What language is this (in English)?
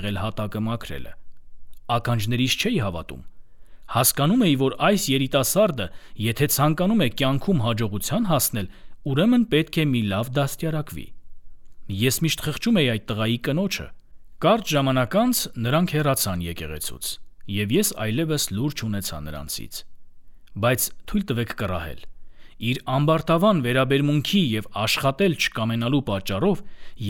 Armenian